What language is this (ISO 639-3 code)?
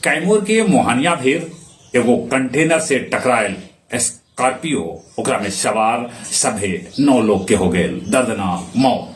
mag